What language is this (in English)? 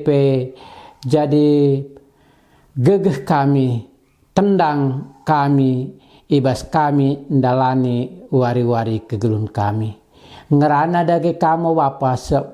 Batak Karo